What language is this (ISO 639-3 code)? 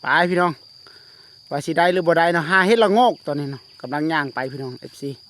lao